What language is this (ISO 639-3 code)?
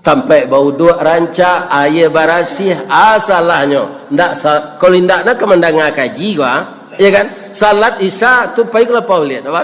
min